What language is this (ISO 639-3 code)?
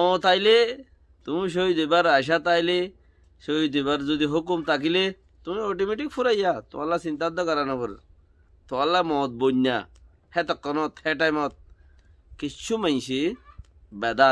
rhg